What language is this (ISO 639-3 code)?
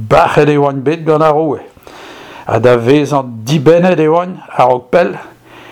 bre